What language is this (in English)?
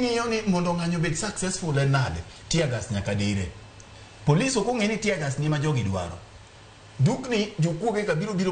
Luo (Kenya and Tanzania)